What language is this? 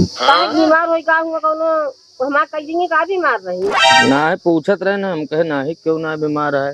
Awadhi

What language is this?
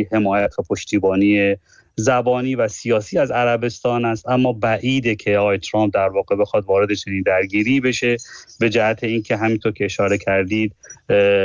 Persian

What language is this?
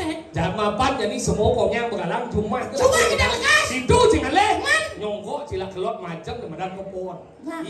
Balinese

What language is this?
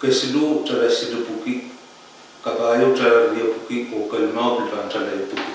Pohnpeian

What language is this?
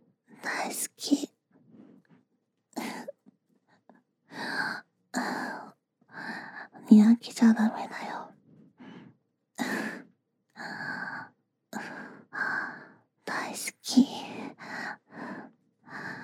Japanese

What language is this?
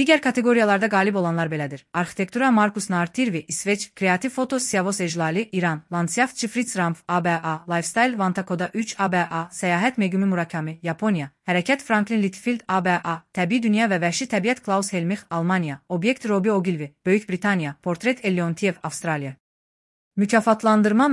Azerbaijani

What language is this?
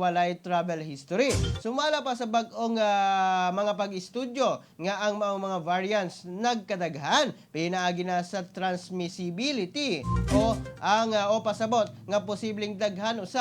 Cebuano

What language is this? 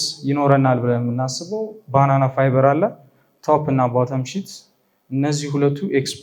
Amharic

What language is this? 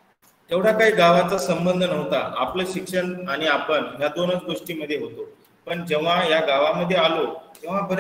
Marathi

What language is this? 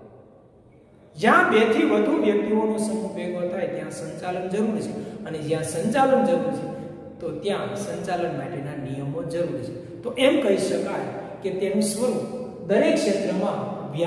Gujarati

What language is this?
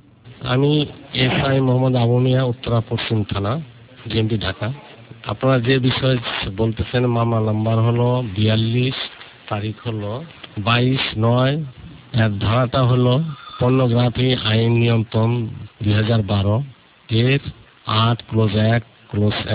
Bangla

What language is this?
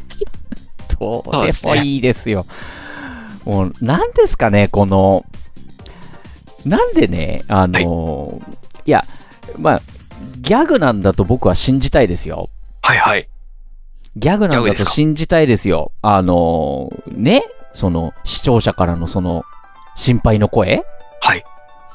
Japanese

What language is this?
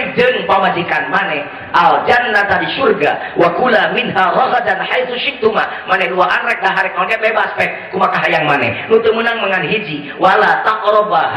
Sundanese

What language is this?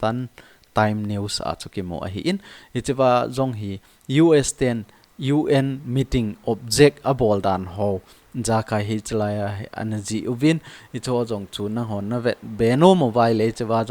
Thado Chin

